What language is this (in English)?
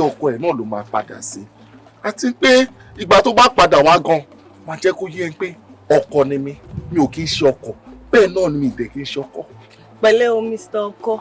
Yoruba